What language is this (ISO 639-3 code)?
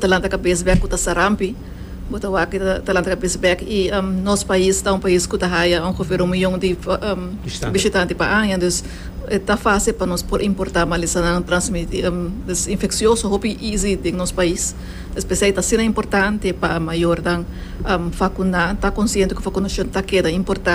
pap